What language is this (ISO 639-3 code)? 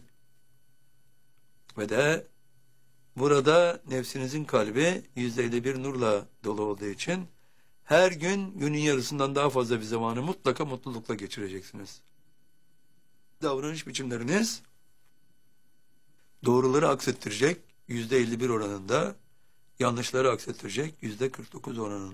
tur